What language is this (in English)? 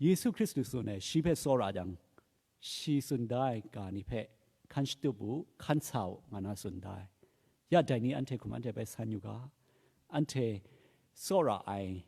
Kachin